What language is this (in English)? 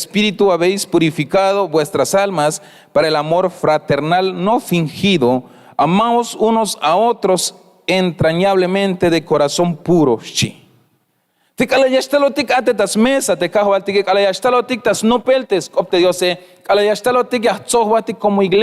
Tzeltal